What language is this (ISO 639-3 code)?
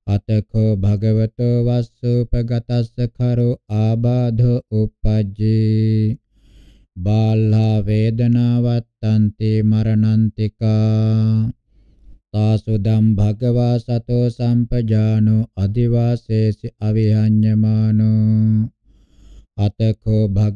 pli